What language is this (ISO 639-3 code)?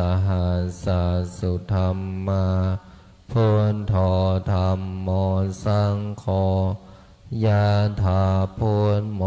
pli